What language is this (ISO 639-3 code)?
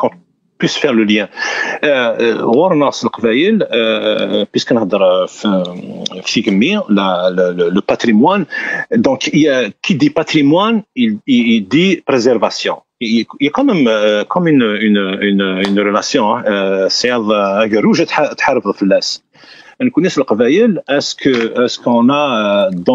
kab